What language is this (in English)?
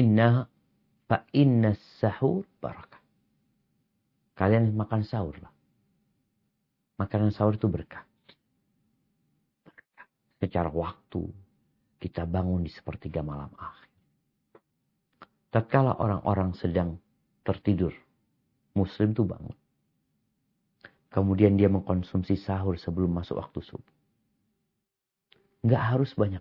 Indonesian